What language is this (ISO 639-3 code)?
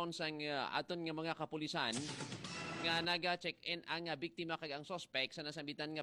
hil